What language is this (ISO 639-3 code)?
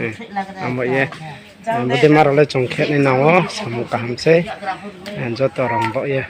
ria